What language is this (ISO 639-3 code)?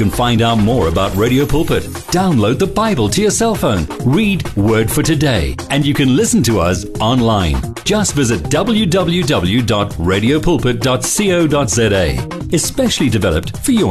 eng